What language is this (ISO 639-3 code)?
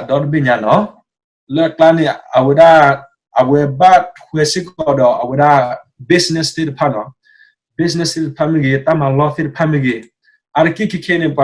ksw